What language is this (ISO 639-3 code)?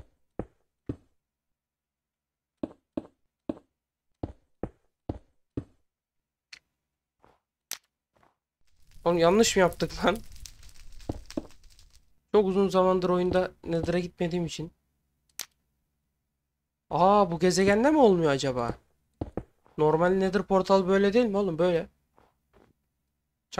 tur